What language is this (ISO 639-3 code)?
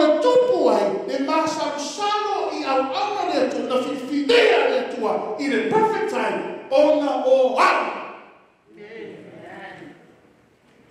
smo